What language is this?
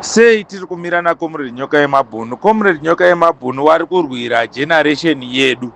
Shona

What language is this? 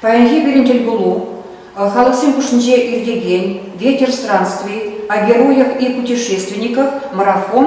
Chuvash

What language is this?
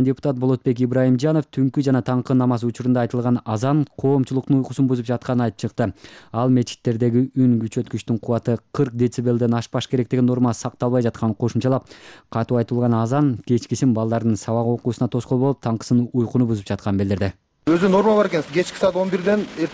Kyrgyz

